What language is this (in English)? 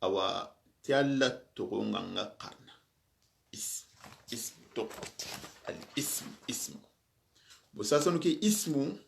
Soninke